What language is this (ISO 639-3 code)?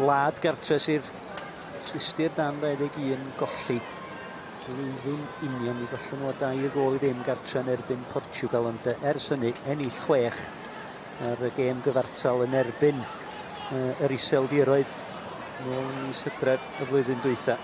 cym